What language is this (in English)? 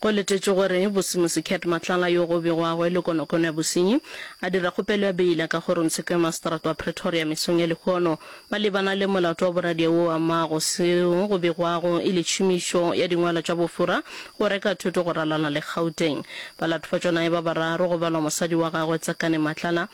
Northern Sotho